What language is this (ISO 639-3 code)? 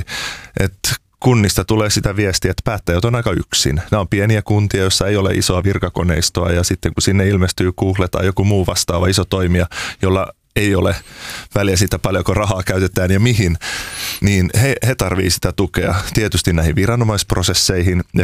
fin